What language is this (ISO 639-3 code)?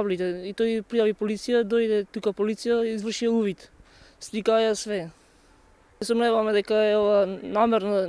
mkd